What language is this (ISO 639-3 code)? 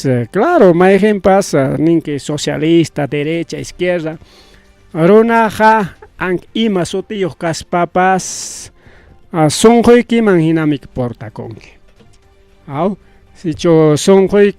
quy